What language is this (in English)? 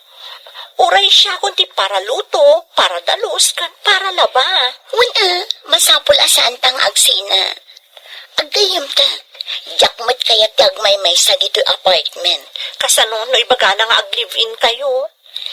Iloko